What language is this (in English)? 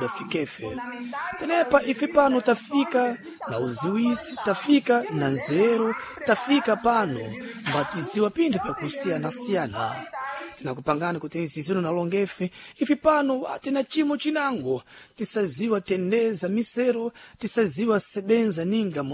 Sena